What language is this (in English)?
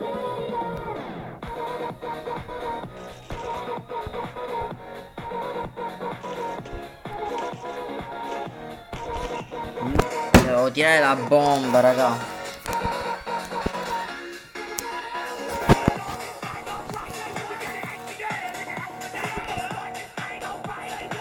Italian